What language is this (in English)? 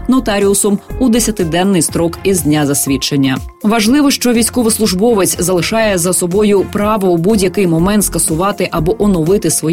Ukrainian